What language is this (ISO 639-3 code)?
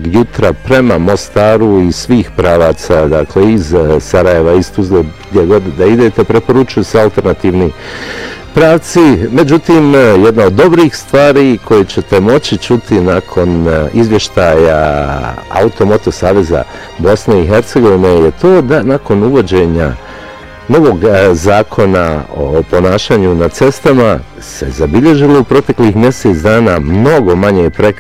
bos